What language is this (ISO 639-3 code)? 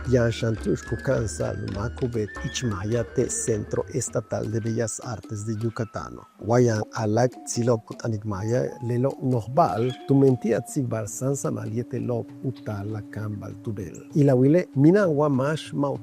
yua